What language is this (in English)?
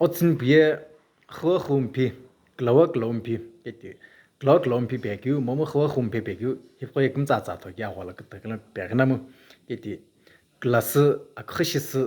Sumi Naga